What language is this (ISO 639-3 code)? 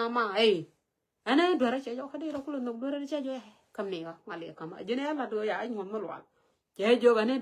nus